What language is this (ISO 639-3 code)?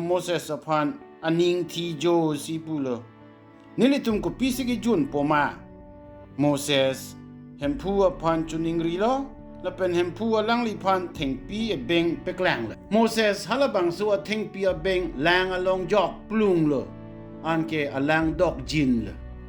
mjw